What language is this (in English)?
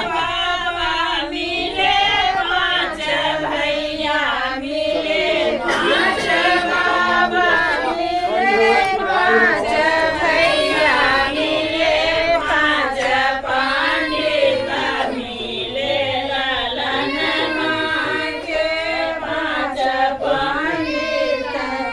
Maithili